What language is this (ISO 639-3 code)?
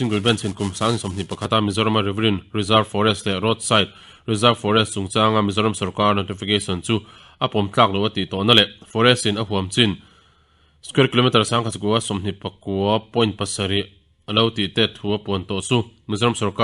lus